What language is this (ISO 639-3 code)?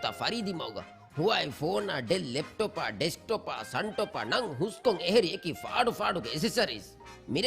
div